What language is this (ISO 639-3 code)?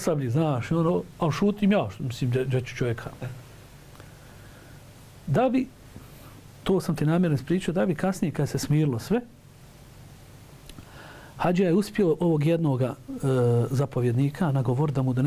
bos